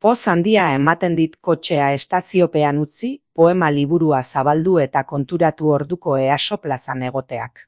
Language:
Basque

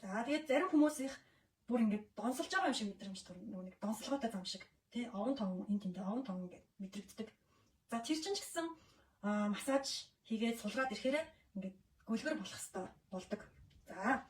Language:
Mongolian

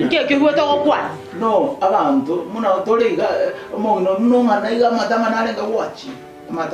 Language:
Gusii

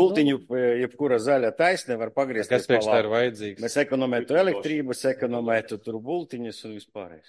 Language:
Latvian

